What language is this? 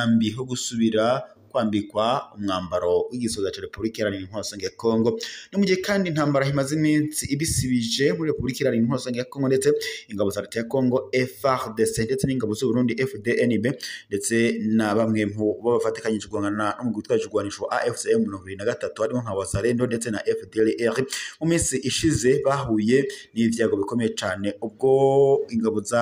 Rundi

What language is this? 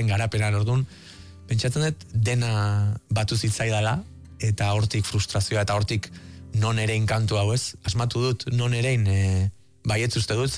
Basque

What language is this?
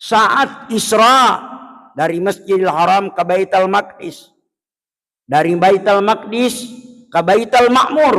Buginese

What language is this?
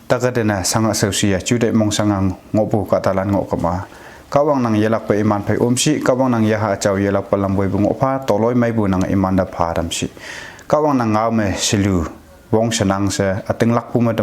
Konyak Naga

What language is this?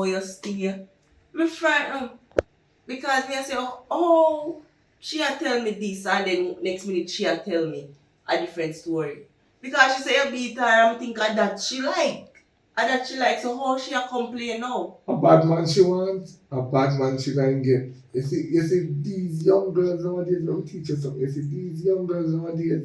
Jamaican Creole English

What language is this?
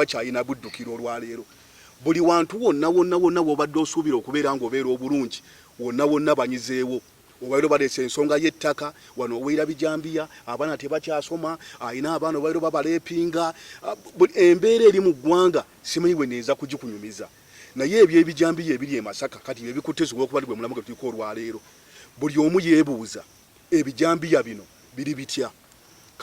Ganda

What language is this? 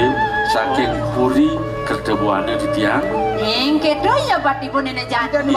Balinese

